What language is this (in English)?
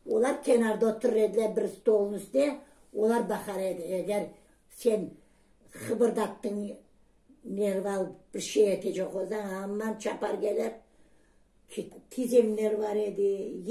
Crimean Tatar